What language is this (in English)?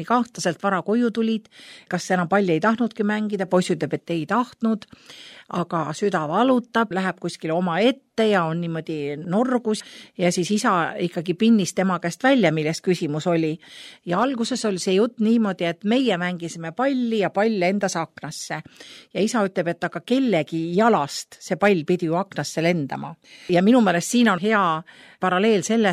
Estonian